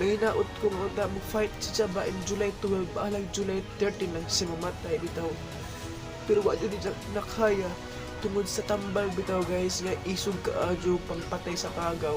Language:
Cebuano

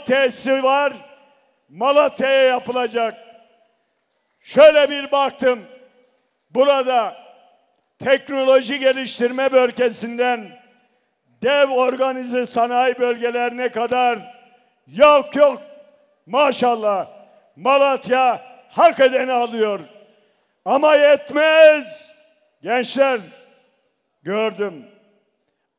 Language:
Turkish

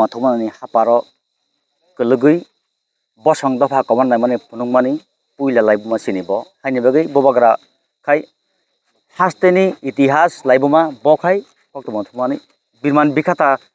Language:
Kok Borok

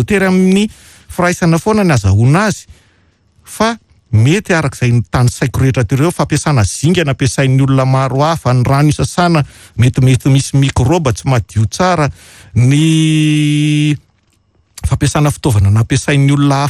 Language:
Malagasy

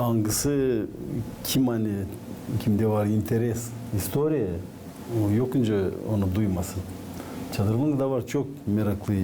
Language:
Gagauz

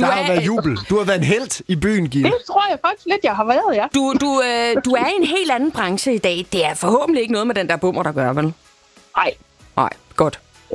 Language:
Danish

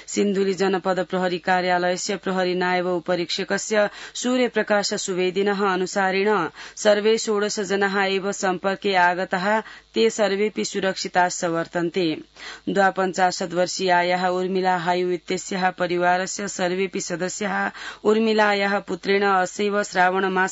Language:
Sanskrit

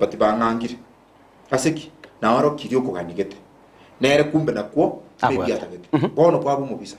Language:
Gusii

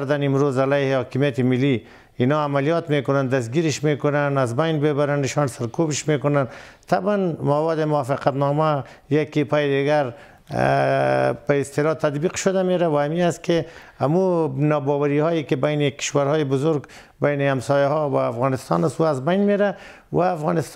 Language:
Persian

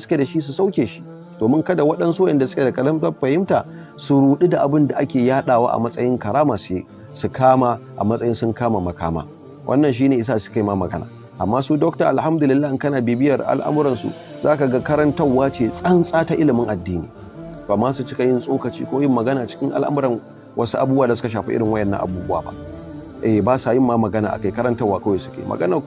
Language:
Hausa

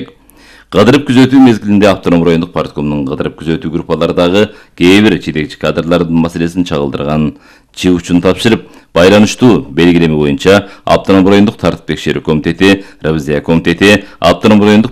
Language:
Kyrgyz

